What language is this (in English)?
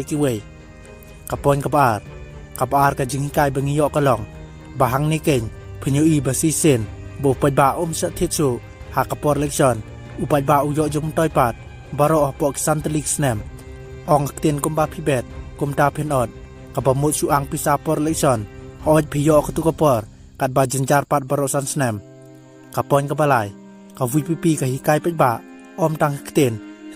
Khasi